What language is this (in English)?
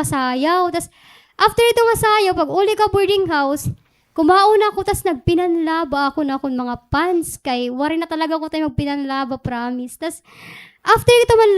Waray